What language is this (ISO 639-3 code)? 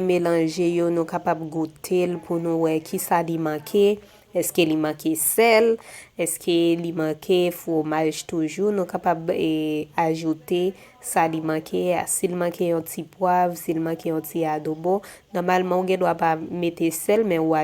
hat